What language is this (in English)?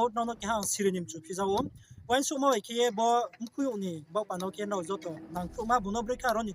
Riang (India)